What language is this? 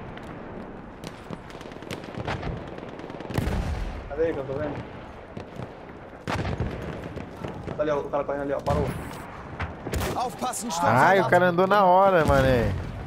Portuguese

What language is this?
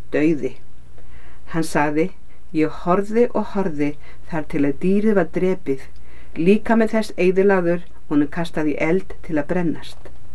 Icelandic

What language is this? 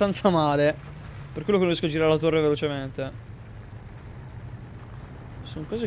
Italian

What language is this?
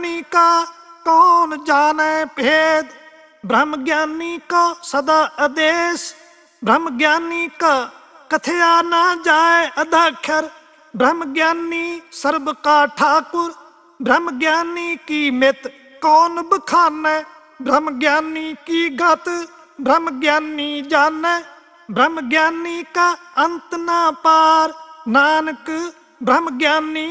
Punjabi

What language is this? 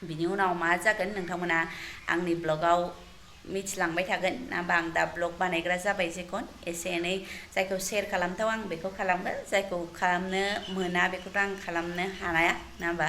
Bodo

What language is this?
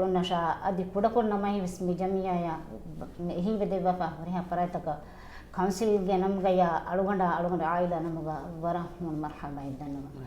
Divehi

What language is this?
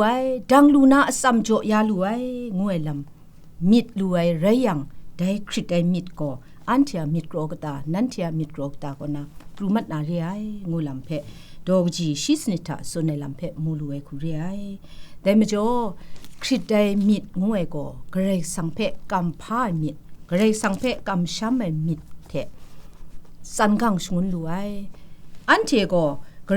Kachin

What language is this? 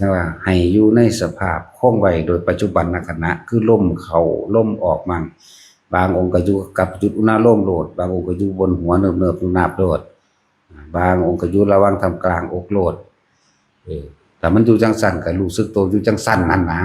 Northeastern Thai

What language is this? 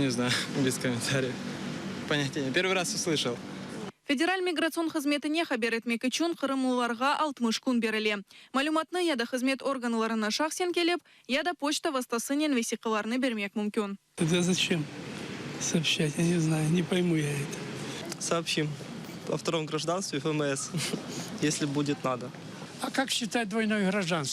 Crimean Tatar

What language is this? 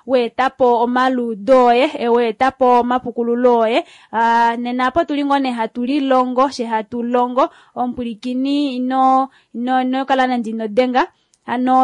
Kuanyama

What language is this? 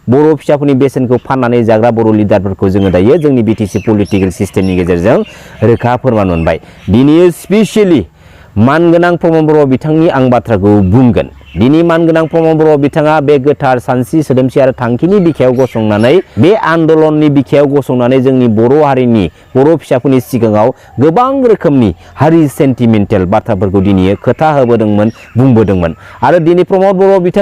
Bodo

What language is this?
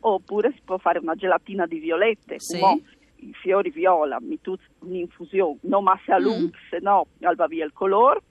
Friulian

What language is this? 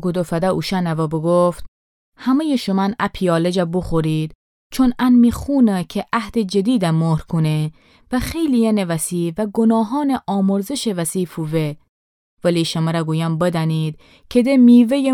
Gilaki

